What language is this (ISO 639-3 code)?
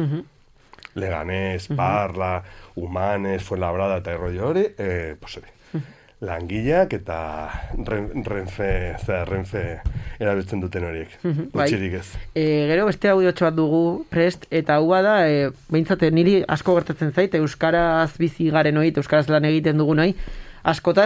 eus